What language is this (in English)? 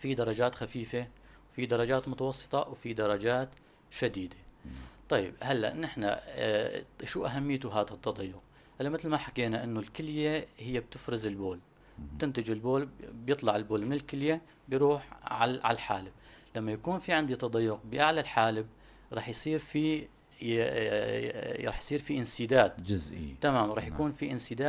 North Levantine Arabic